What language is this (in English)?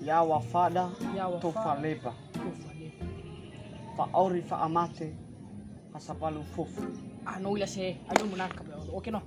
Nias